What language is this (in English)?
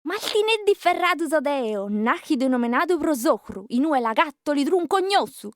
Sardinian